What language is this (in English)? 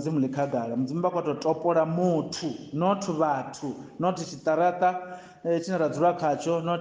Venda